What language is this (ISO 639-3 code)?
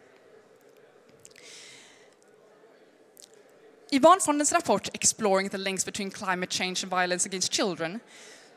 swe